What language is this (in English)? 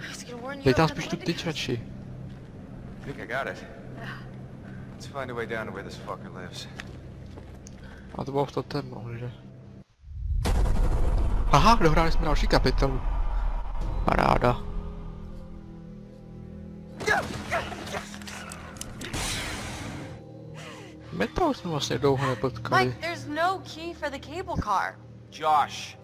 Czech